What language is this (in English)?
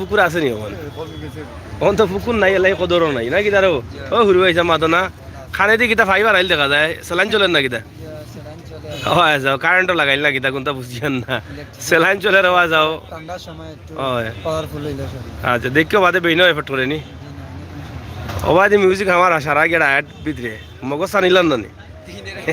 Sylheti